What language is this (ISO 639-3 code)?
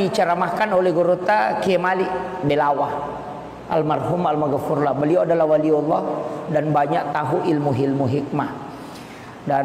bug